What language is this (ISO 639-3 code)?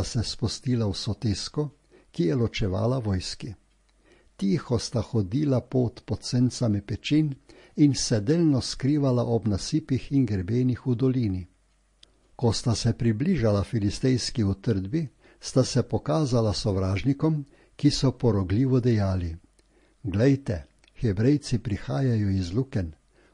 slv